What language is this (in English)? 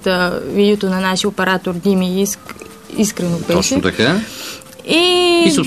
Bulgarian